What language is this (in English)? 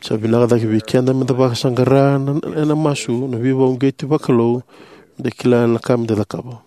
Fijian